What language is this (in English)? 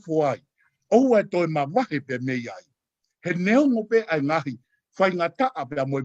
Tongan